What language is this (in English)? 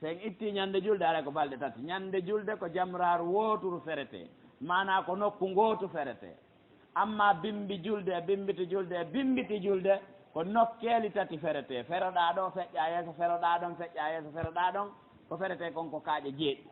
Fula